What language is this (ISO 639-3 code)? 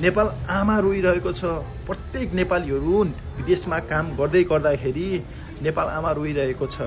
nep